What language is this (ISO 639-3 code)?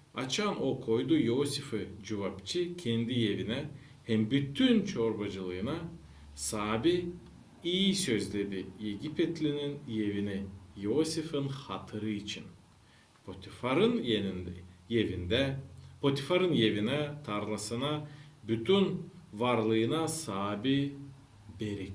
gag